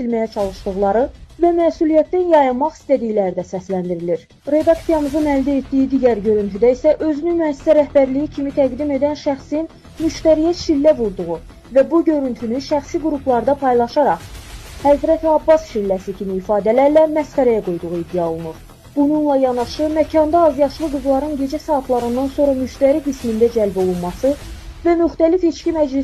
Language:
Azerbaijani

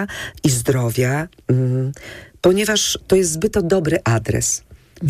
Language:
Polish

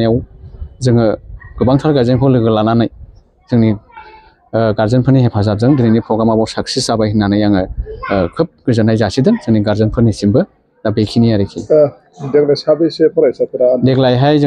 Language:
Bodo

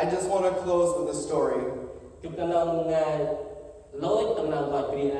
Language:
Central Mnong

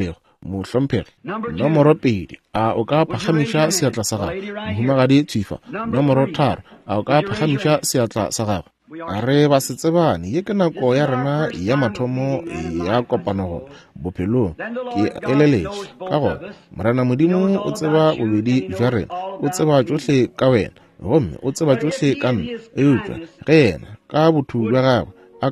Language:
Northern Sotho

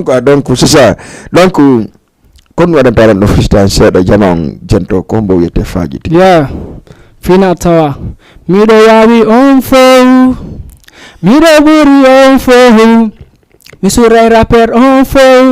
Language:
Fula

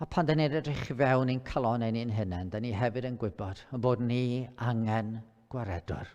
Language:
Welsh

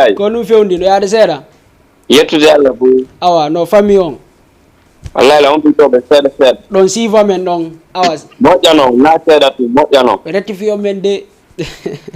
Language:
Fula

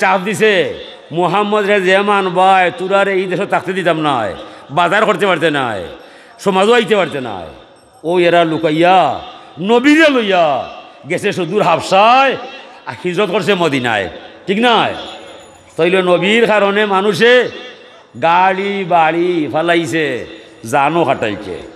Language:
Sylheti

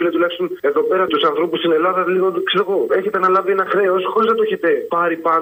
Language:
Greek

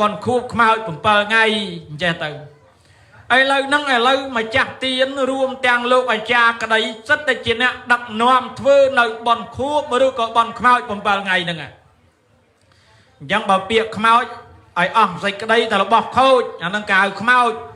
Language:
Khmer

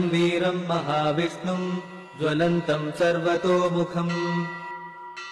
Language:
Bhojpuri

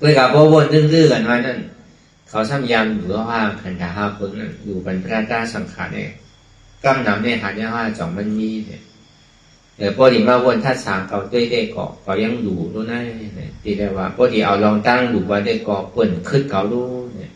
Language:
Shan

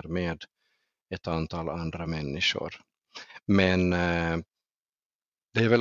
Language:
Swedish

